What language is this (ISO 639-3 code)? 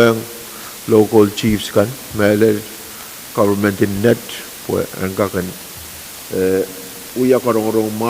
pon